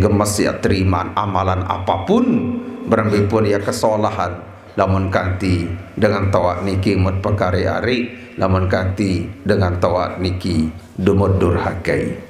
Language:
Sasak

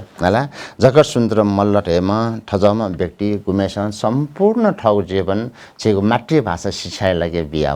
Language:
Newari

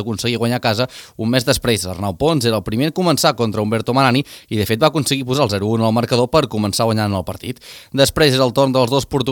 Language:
Catalan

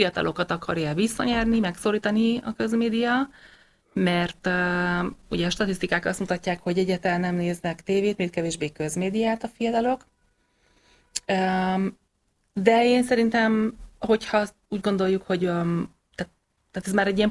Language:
Hungarian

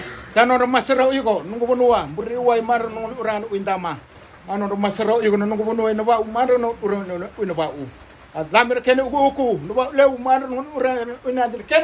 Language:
Fijian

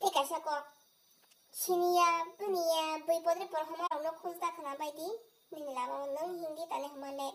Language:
Kok Borok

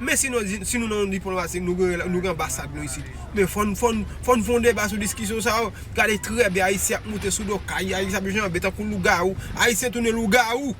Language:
Haitian Creole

